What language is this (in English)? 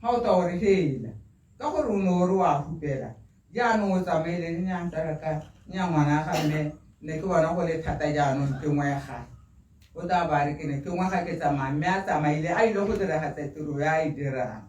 Tswana